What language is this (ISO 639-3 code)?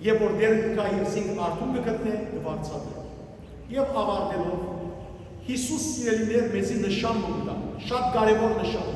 hyw